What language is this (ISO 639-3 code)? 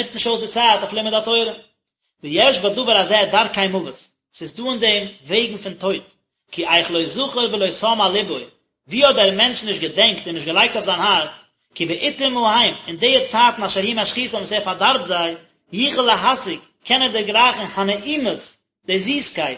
yid